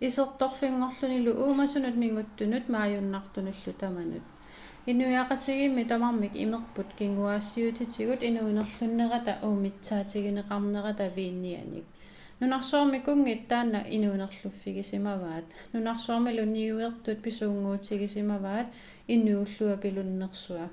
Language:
Kalaallisut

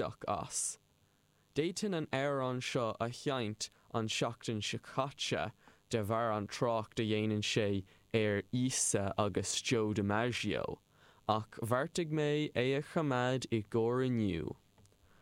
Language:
Irish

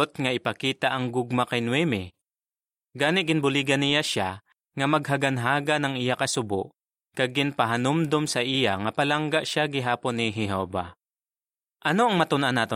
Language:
Hiligaynon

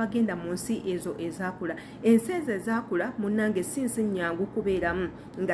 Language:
Ganda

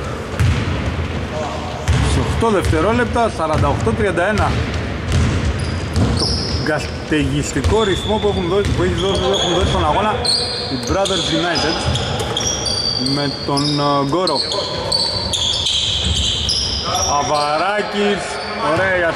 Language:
Greek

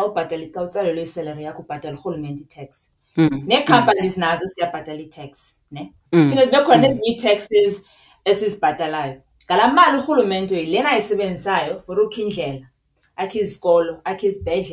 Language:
Xhosa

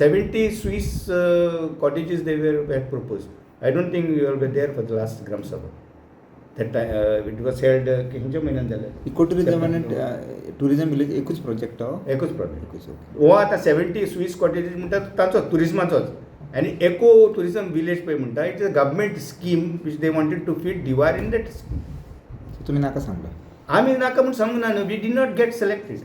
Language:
Konkani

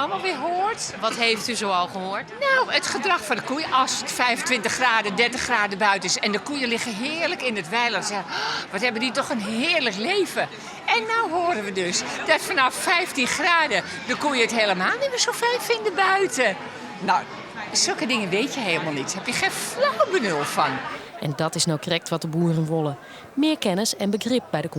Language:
Western Frisian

